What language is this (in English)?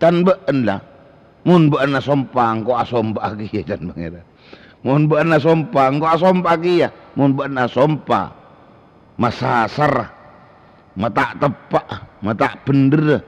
Madurese